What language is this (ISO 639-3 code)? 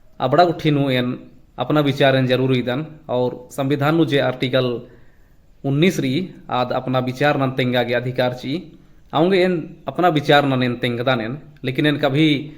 kru